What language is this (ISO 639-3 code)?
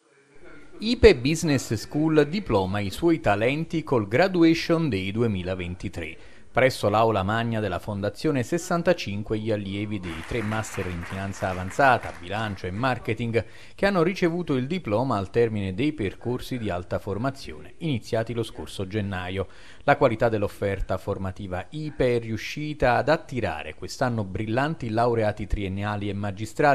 ita